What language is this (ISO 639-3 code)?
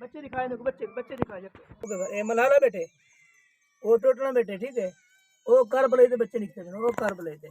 skr